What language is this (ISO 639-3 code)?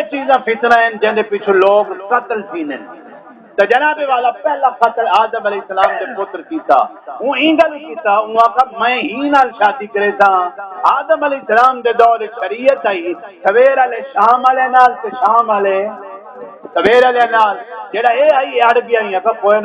skr